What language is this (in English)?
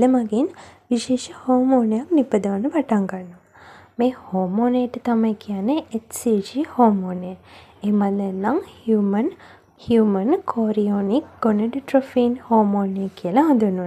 Sinhala